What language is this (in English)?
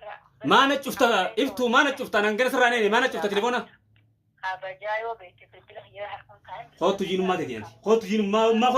Oromo